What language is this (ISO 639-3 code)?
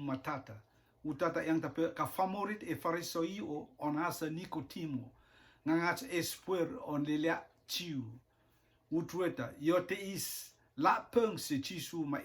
rtm